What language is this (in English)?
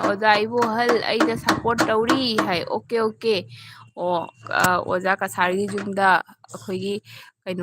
Manipuri